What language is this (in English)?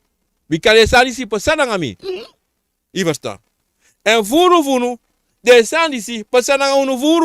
Sranan Tongo